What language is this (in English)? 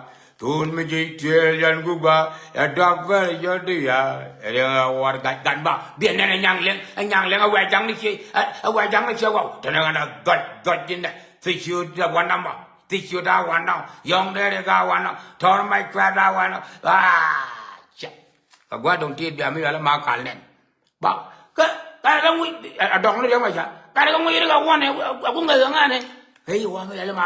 Nuer